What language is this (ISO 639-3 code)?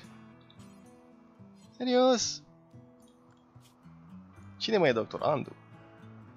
ron